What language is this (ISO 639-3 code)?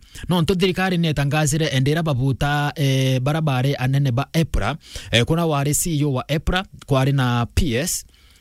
mer